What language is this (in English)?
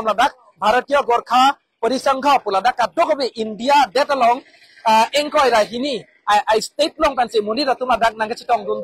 Karbi